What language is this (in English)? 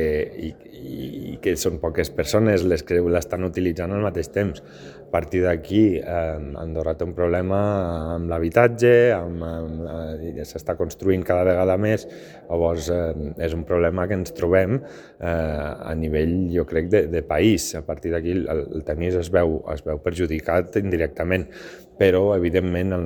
Catalan